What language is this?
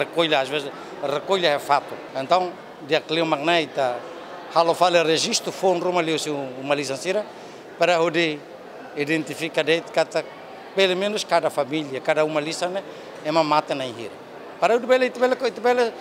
Tetum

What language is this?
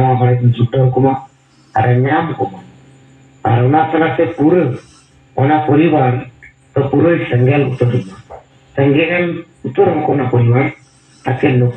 Santali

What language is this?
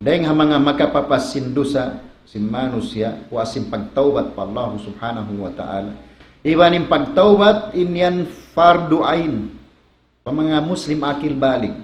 Tausug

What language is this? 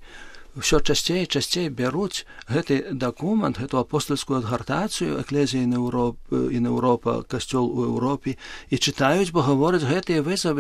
Belarusian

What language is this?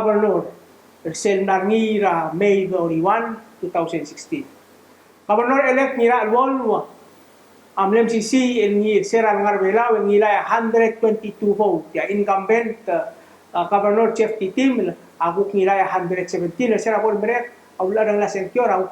Palauan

